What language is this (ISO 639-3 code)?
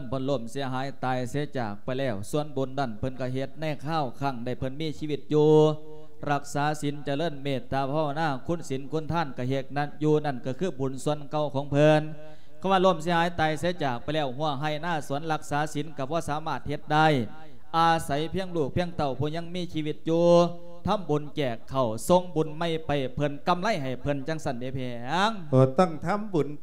lao